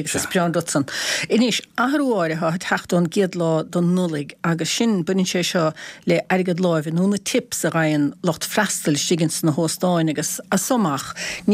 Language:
Irish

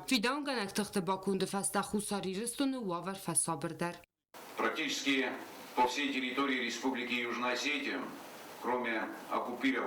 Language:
Ossetic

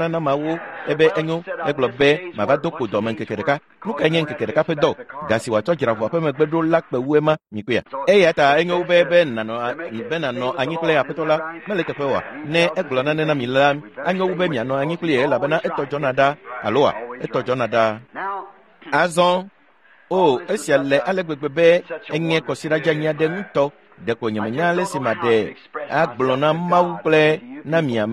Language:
Ewe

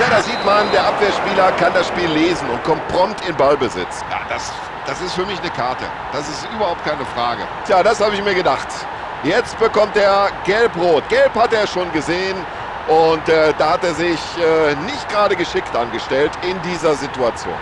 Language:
Bavarian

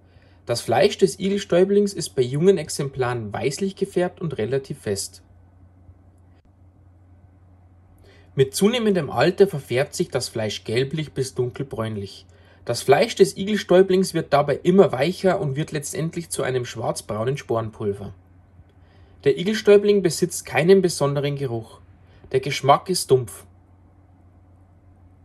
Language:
German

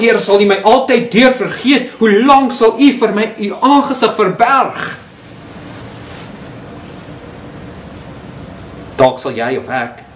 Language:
Afrikaans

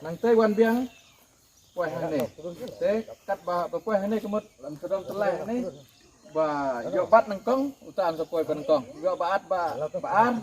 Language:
Khasi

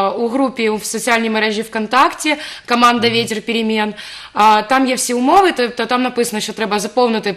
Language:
Ukrainian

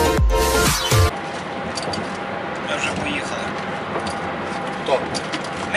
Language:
Ukrainian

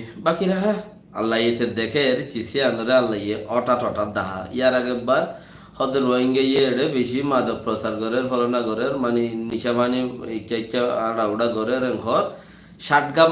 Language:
Rohingya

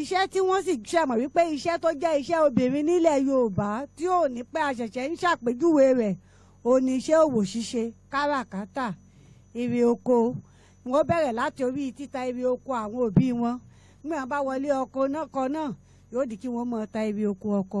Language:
Yoruba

